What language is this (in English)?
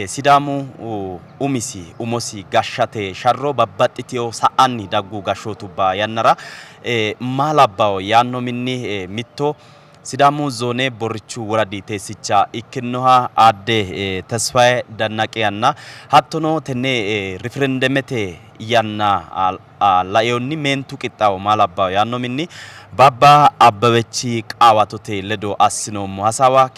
Sidamo